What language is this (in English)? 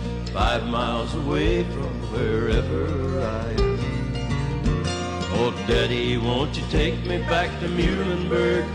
English